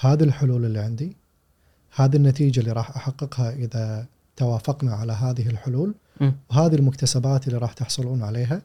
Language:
Gulf Arabic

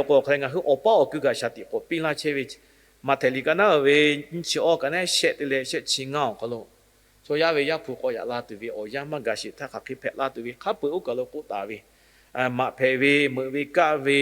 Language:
Lahu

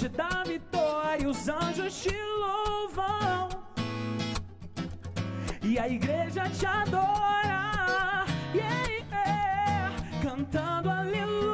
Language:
Portuguese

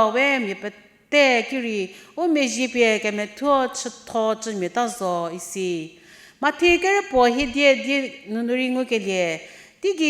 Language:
Angami Naga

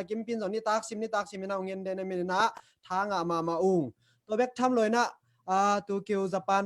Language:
Tedim Chin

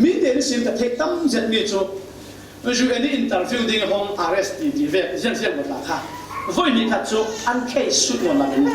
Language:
Falam Chin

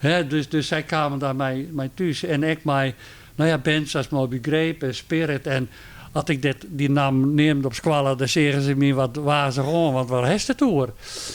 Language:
Western Frisian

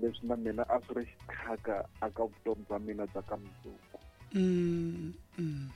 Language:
Tsonga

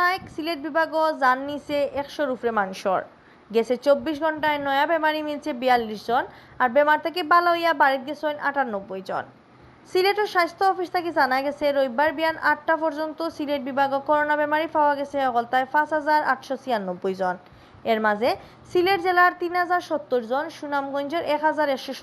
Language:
Sylheti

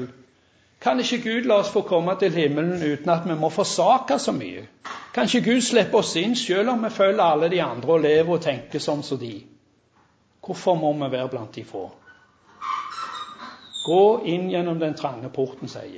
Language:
Norwegian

